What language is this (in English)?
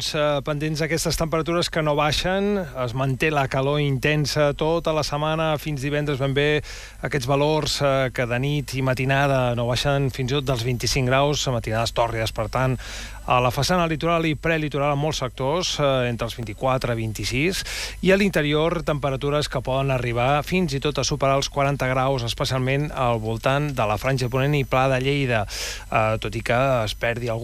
Catalan